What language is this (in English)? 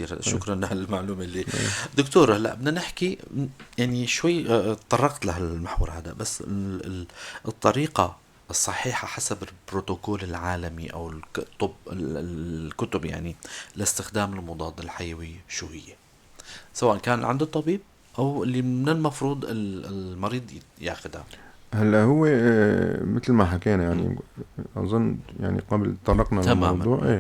North Levantine Arabic